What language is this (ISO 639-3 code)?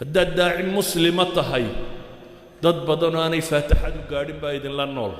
som